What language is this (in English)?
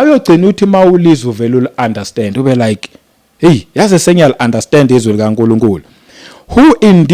Zulu